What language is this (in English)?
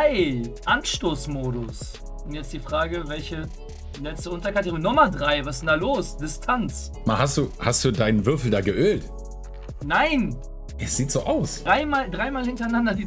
German